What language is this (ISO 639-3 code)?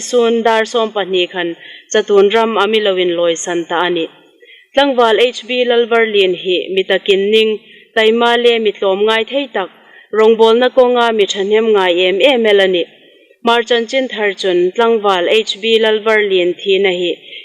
hmr